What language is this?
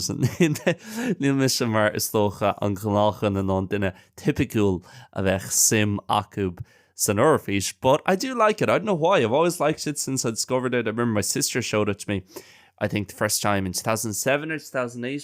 Irish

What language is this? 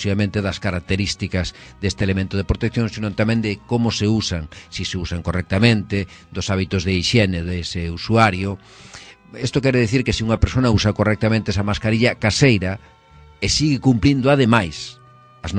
Galician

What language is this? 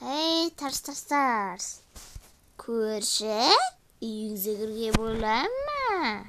Kazakh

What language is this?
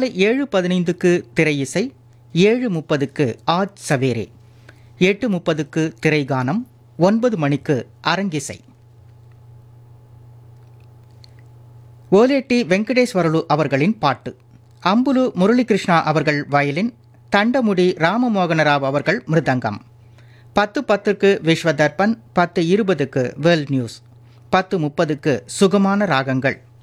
Tamil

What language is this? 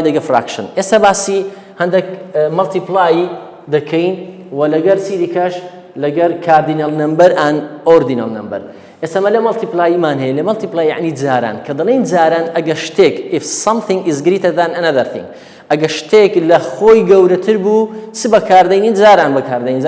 Central Kurdish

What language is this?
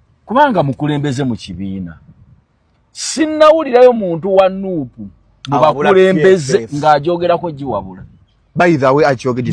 Ganda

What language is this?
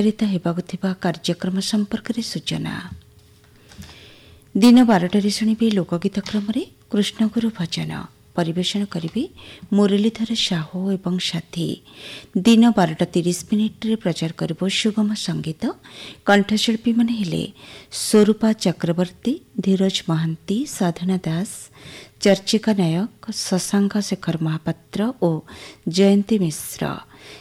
Odia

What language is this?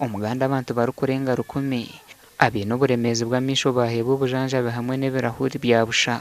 Nyankole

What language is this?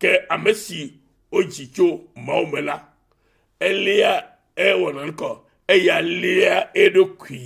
Ewe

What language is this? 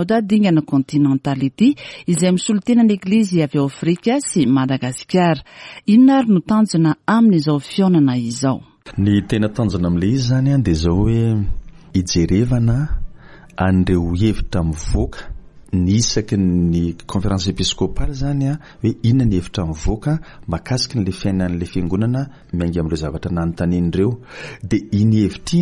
Malagasy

